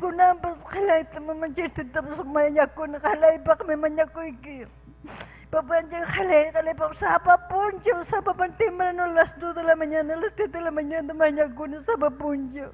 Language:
Ayacucho Quechua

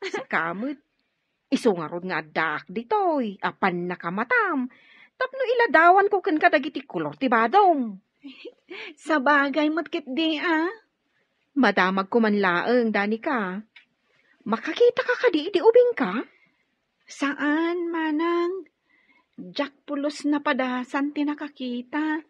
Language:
Iloko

